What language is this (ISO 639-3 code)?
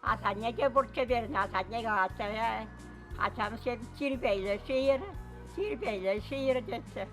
chv